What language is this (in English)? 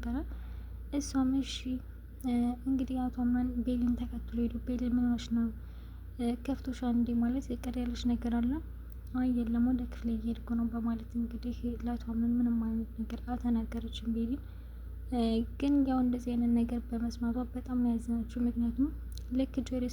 Amharic